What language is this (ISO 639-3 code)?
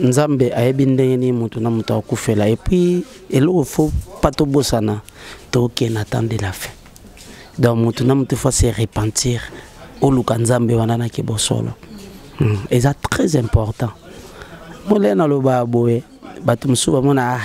lin